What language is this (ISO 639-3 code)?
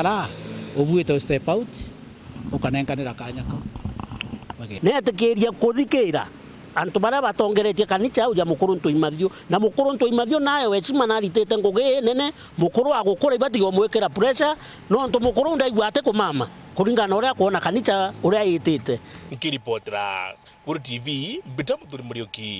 mer